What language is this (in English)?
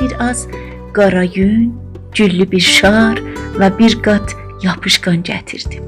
South Azerbaijani